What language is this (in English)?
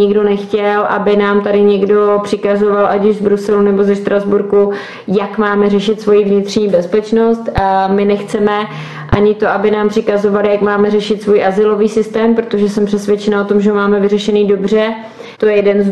Czech